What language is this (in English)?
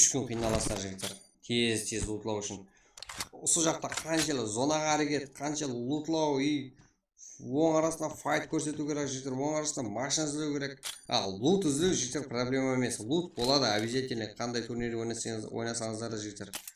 Kara-Kalpak